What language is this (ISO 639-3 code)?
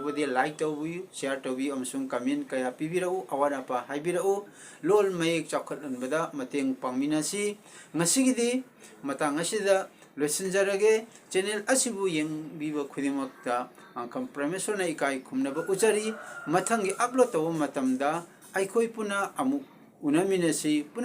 mni